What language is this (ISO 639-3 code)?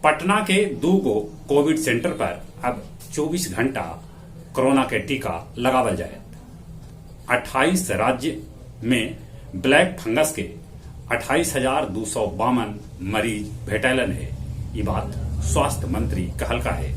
mag